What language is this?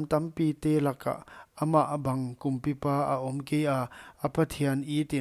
Paite Chin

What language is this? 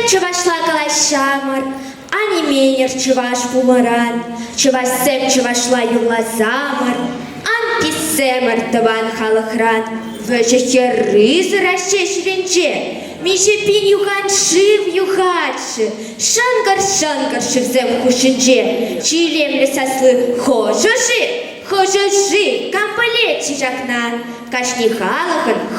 Chuvash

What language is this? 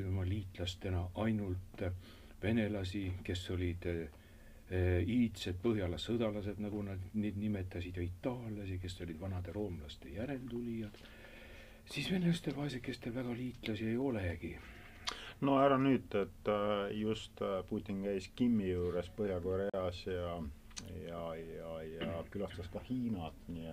Estonian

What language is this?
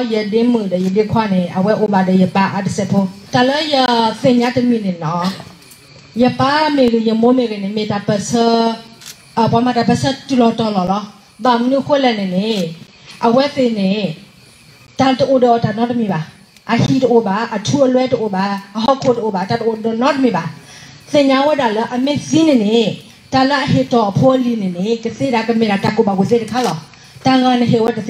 S'gaw Karen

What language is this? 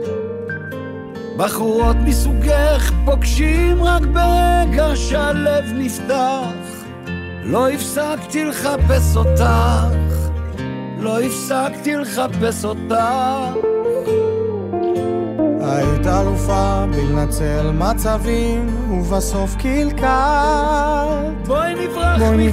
Hebrew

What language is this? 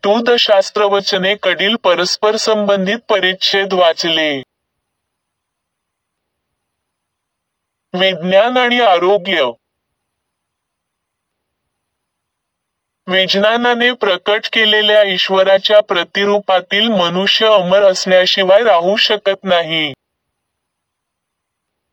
Marathi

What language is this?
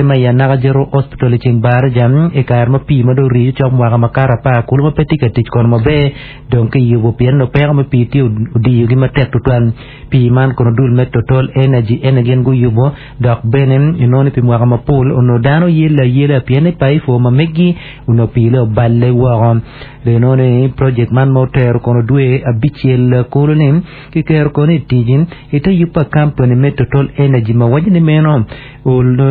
Acoli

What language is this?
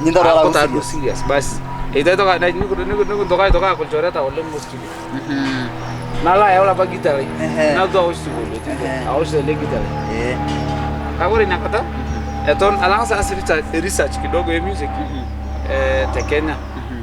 Masai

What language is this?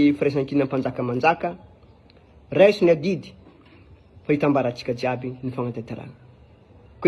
Malagasy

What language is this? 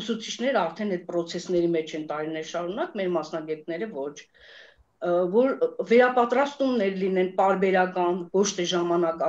Armenian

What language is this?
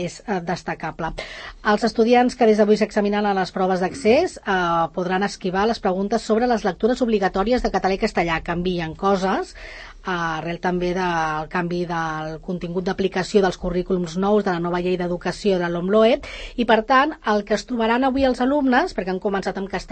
Catalan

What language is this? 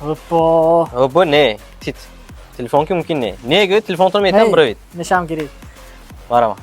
Tajik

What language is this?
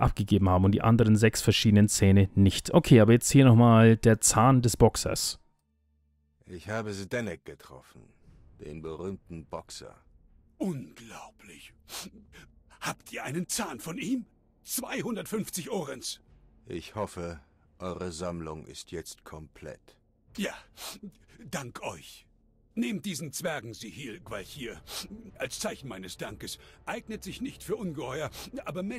German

